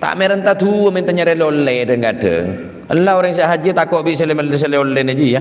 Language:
Madurese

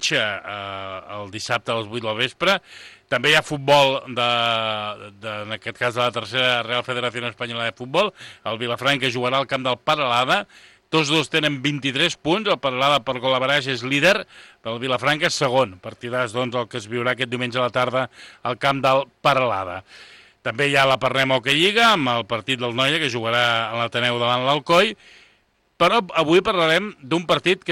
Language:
Catalan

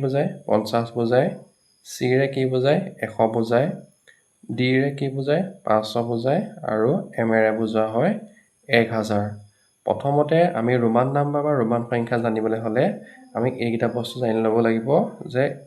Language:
Assamese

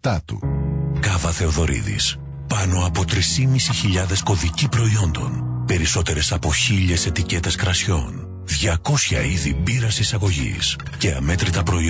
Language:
Greek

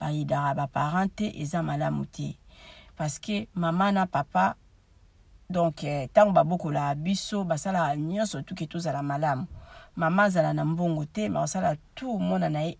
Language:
Lingala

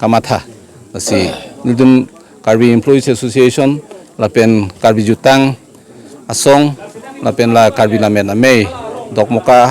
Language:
Karbi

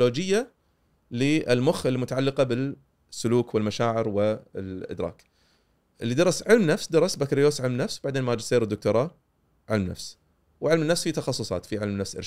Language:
Gulf Arabic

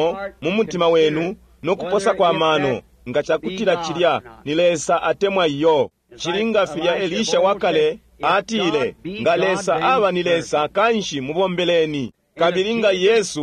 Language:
Bemba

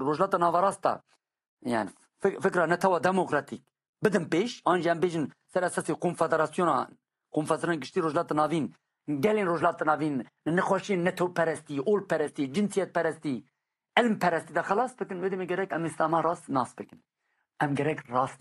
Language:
Kurdish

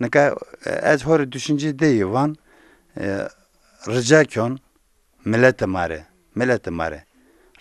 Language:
Zaza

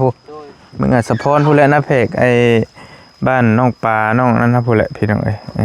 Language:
Lao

